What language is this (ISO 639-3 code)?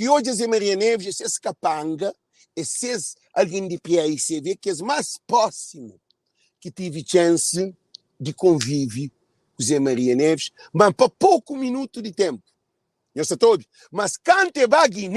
kea